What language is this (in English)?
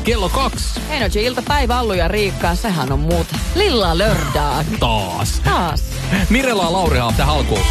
Finnish